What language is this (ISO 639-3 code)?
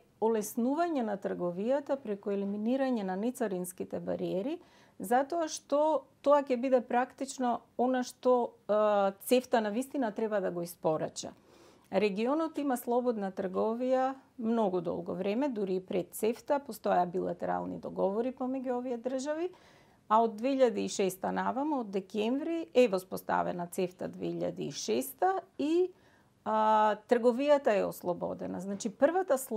mkd